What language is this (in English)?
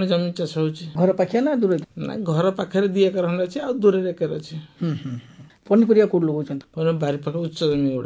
Odia